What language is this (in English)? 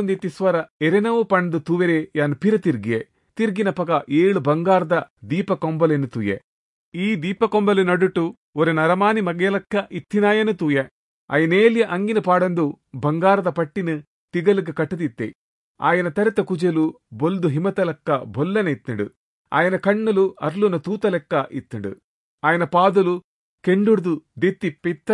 Tulu